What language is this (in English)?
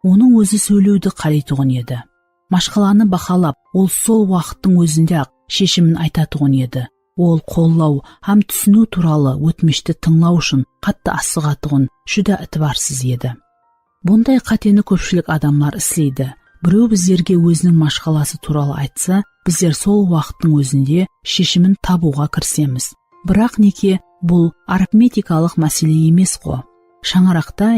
Kara-Kalpak